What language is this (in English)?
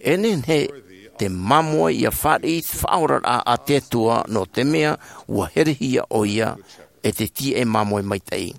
Tahitian